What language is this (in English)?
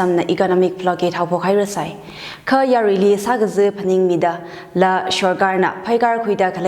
Tangkhul Naga (India)